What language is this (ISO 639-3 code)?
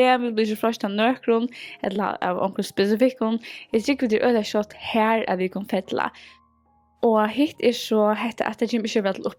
fao